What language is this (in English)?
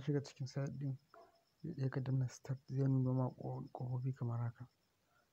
Hausa